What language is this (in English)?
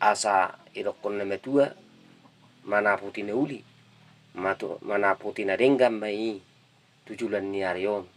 Batak Toba